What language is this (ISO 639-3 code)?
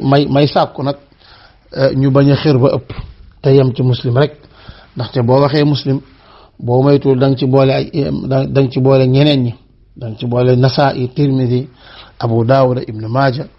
wol